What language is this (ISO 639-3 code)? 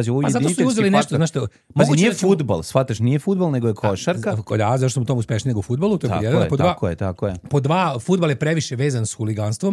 srp